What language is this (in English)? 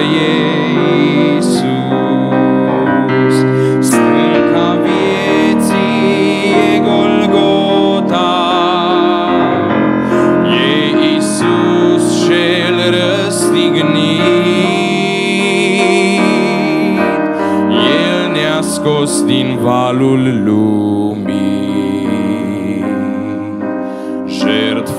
Romanian